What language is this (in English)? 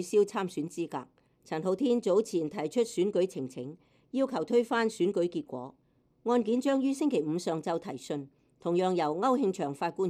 Cantonese